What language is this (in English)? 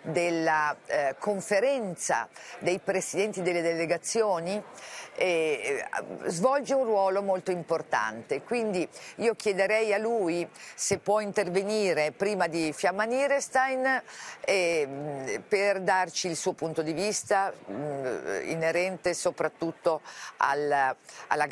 Italian